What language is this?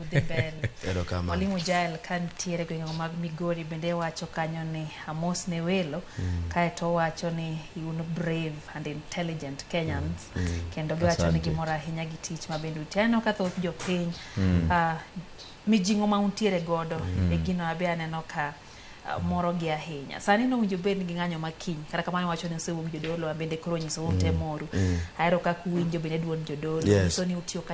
Luo (Kenya and Tanzania)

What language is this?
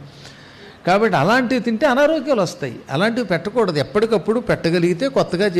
Telugu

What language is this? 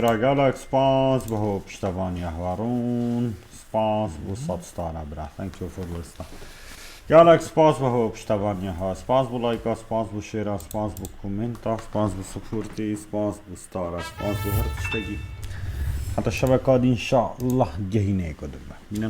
Kurdish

